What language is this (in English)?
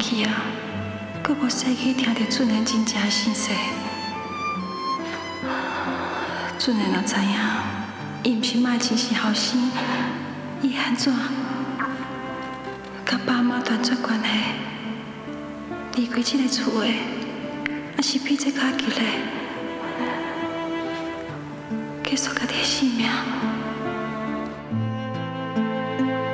Min Nan Chinese